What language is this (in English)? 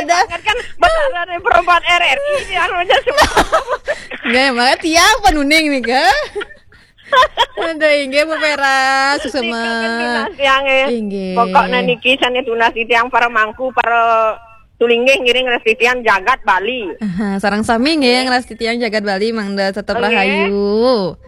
Balinese